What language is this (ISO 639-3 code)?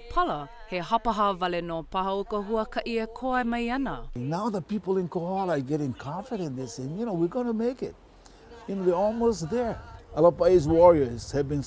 haw